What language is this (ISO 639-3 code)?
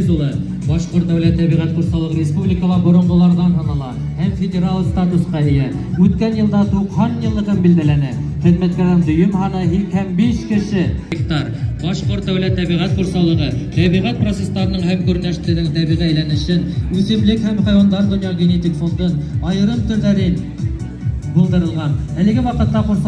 bak